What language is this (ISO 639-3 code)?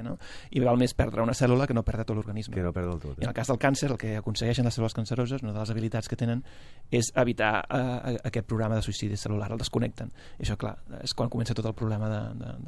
cat